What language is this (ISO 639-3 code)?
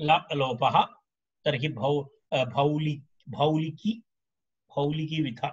san